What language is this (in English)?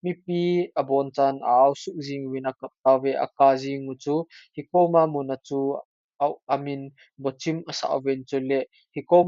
Thado Chin